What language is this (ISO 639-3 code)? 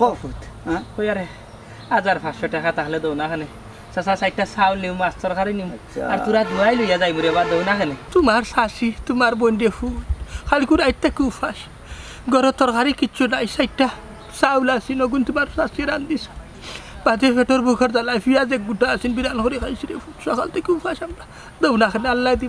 syl